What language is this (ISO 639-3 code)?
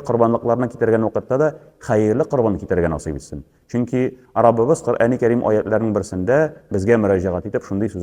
tat